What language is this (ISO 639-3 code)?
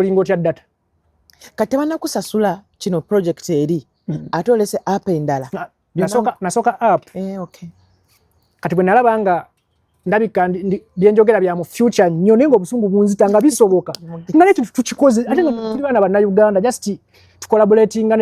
lug